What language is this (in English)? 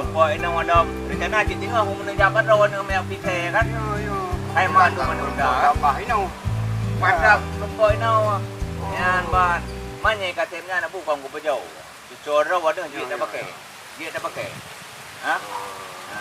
Achinese